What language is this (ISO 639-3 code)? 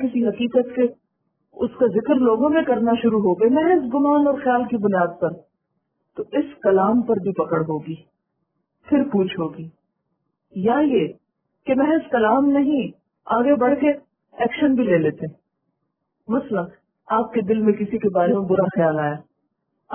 urd